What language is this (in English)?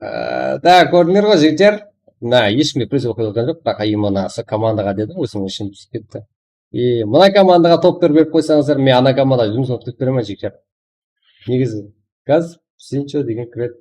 Kara-Kalpak